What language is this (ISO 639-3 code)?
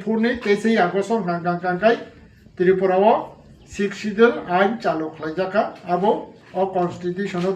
trp